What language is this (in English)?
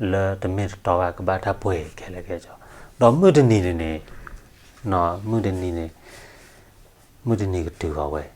S'gaw Karen